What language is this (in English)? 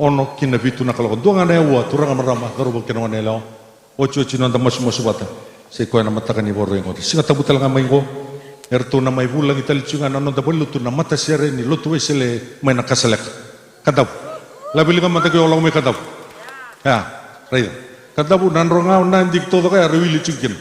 Fijian